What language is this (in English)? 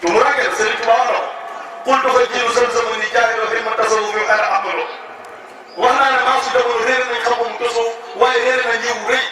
Wolof